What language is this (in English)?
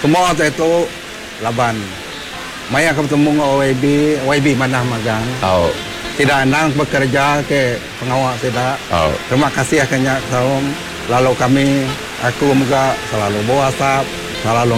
Iban